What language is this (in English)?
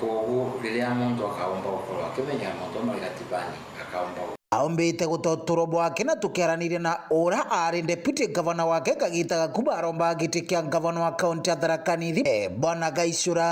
Meru